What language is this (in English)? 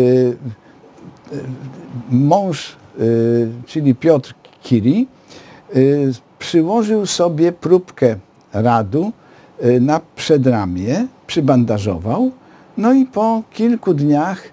Polish